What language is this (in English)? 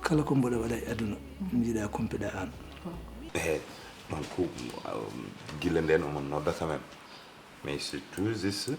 Fula